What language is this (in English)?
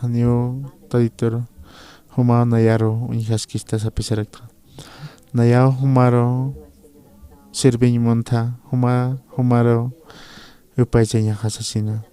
Aymara